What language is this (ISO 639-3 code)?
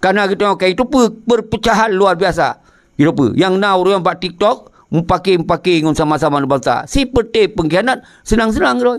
ace